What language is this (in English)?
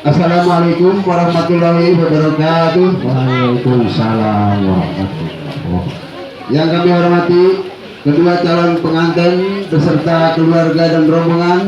Betawi